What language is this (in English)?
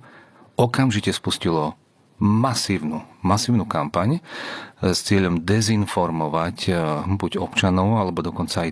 Slovak